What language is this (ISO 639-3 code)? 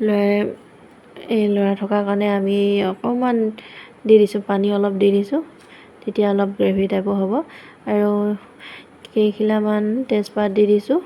asm